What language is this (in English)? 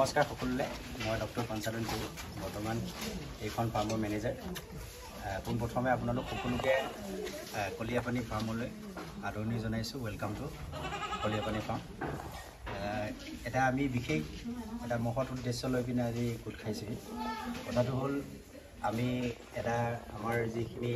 Assamese